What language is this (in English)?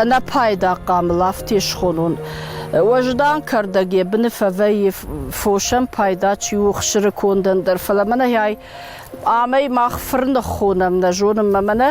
Ossetic